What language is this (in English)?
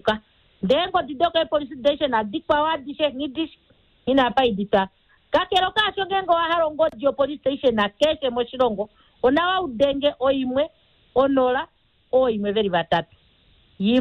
Kuanyama